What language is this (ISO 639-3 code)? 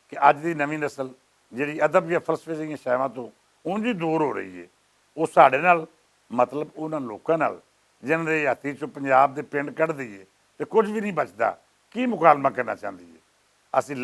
lah